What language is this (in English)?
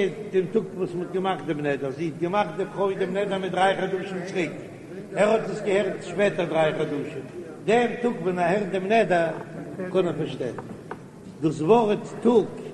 Yiddish